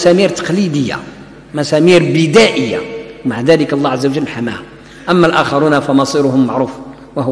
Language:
Arabic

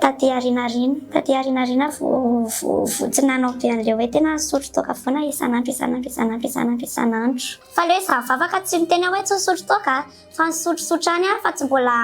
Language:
Malagasy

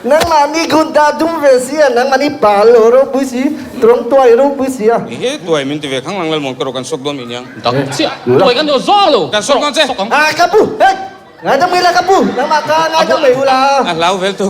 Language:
Mizo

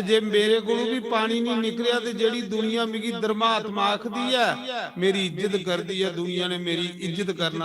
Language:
Dogri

